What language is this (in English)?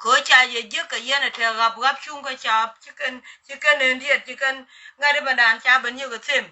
Nuer